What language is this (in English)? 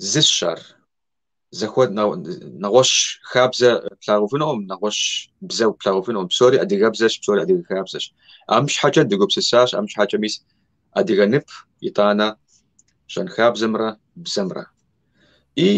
Kabardian